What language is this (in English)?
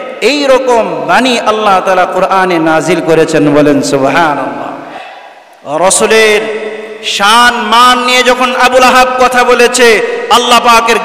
Bangla